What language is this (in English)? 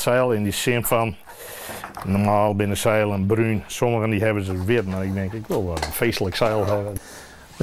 Western Frisian